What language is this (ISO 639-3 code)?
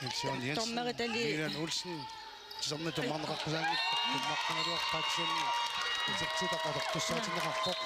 kal